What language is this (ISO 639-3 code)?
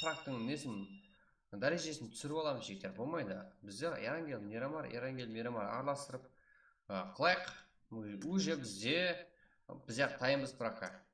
kaa